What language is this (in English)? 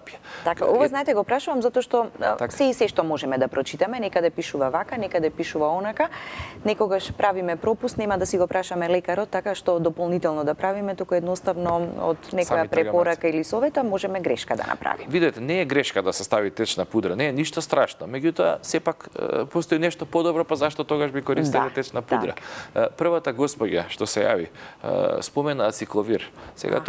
Macedonian